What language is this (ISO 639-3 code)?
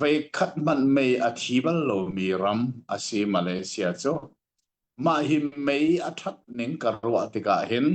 cnh